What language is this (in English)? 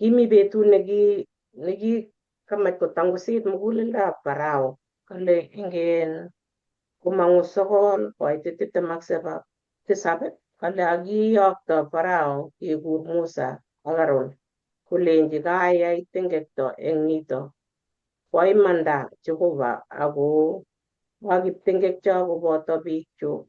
Kalenjin